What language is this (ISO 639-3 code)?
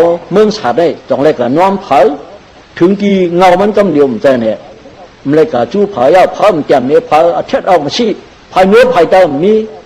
shn